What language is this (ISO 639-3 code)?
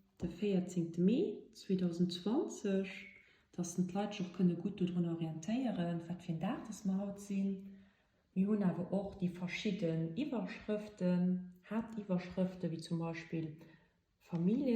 ltz